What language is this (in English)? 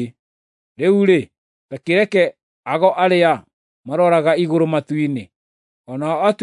Kikuyu